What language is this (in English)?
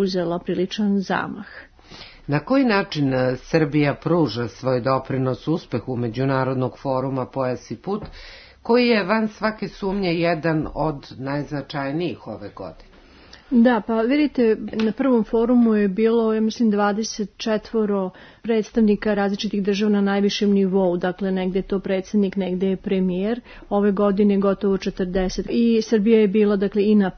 Serbian